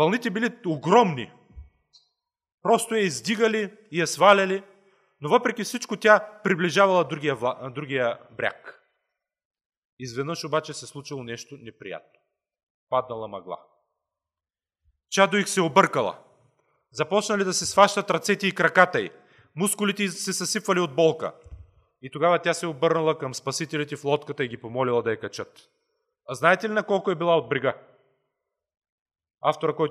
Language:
Bulgarian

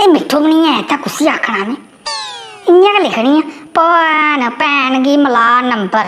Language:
Dogri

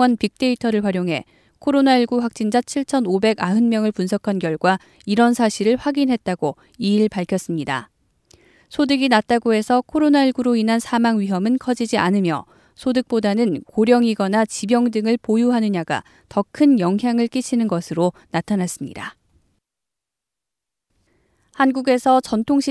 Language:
Korean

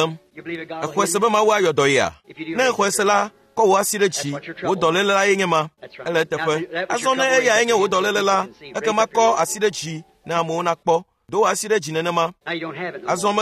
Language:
Ewe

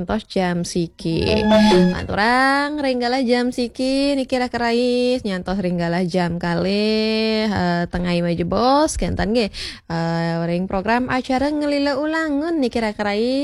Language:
Balinese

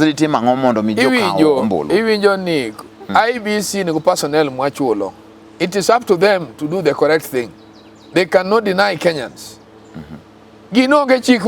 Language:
Luo (Kenya and Tanzania)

